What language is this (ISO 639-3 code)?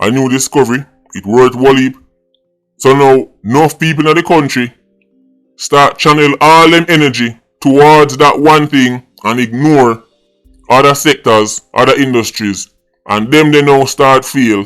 jam